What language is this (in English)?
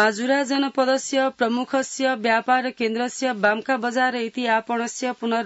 Sanskrit